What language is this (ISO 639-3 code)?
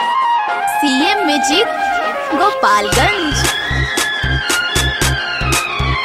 bho